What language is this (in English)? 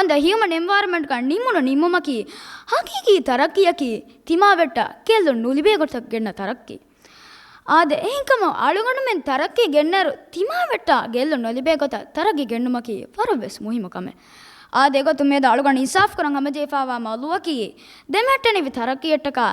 Divehi